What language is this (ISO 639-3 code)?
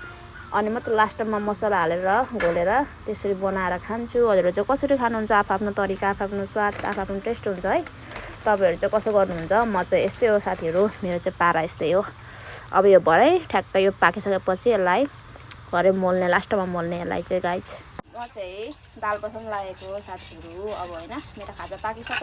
nep